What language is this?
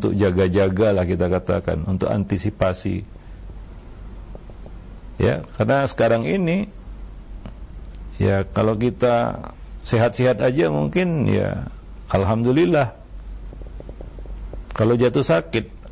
Indonesian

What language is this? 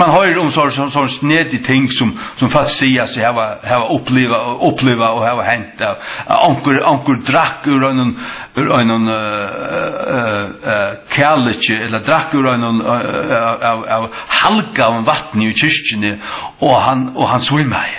Faroese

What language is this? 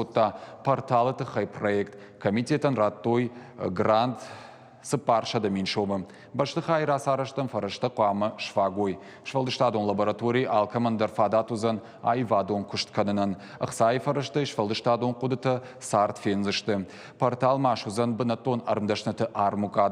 Ossetic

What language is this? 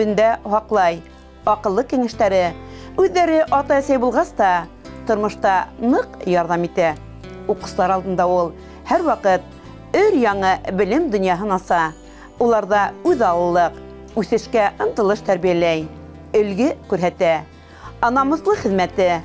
Bashkir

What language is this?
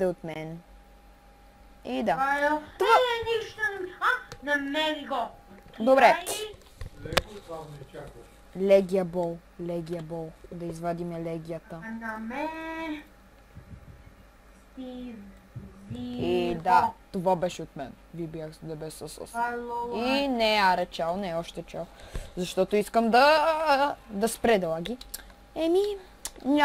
Bulgarian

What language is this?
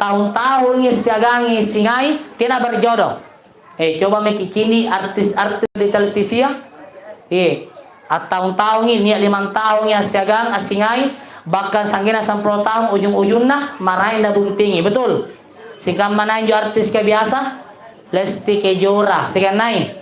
Makasar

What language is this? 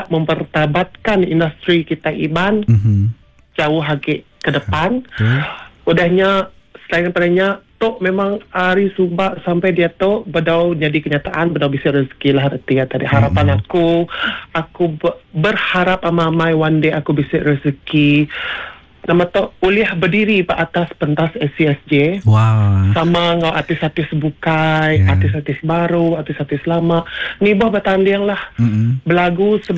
Iban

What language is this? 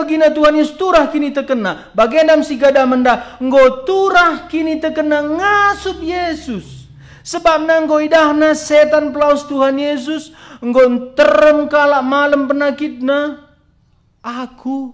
Batak Karo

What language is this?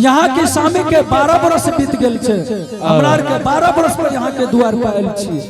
Angika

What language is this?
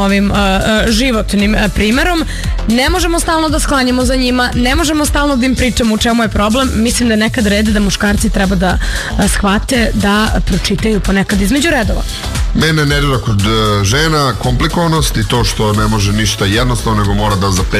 Serbian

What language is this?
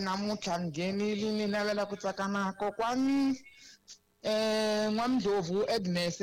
Tsonga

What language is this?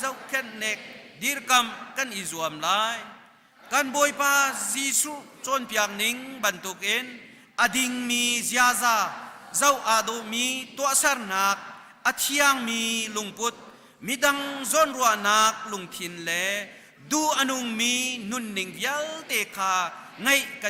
Hakha Chin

